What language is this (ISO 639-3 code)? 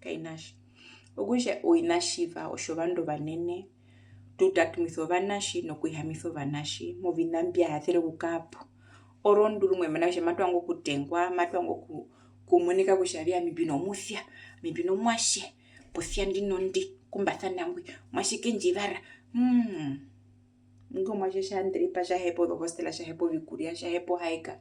her